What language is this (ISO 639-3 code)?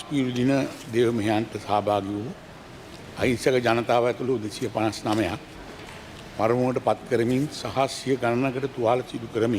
sin